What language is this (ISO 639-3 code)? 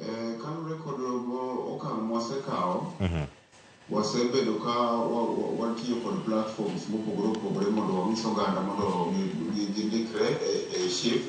luo